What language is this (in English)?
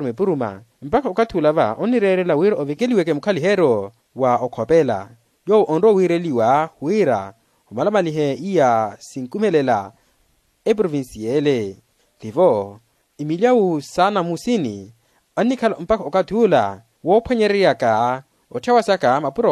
Makhuwa